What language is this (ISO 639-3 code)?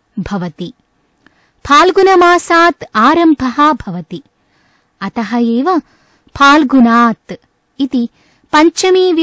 san